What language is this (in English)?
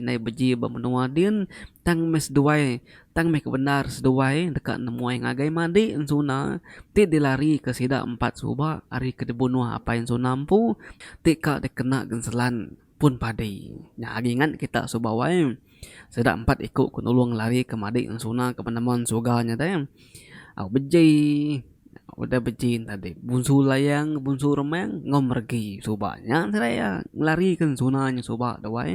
Iban